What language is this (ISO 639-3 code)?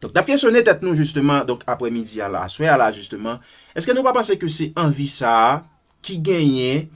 hat